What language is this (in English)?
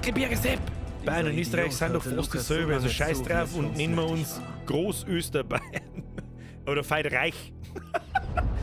Bavarian